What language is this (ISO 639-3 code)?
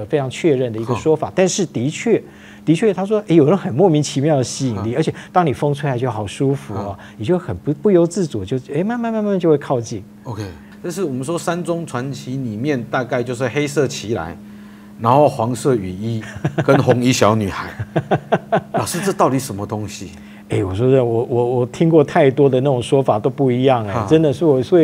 zho